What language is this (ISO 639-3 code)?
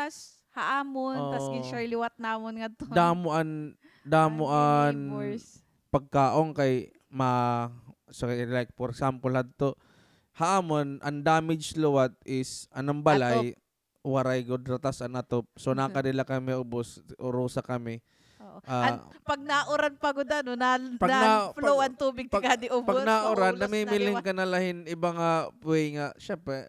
war